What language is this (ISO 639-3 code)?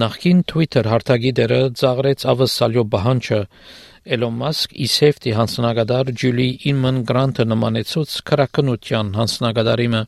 hye